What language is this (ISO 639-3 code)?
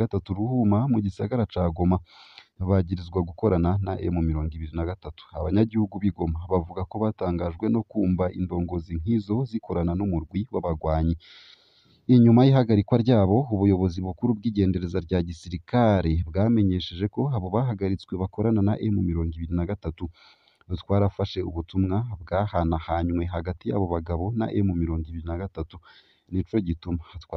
run